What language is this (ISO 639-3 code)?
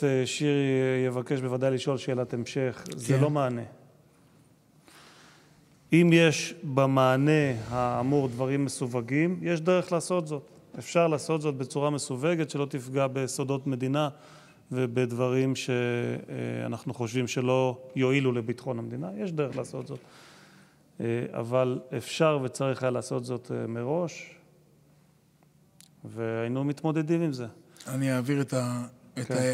heb